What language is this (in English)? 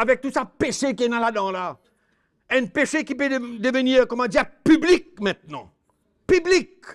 Morisyen